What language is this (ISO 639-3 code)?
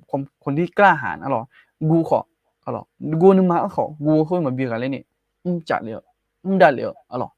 ahk